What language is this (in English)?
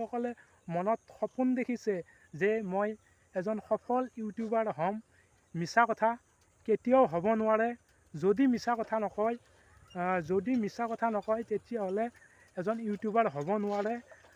Assamese